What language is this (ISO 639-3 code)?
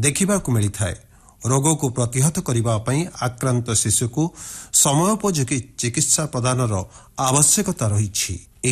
ori